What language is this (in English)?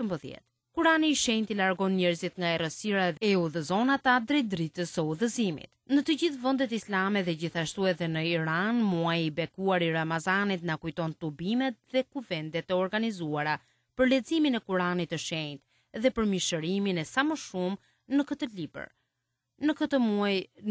Albanian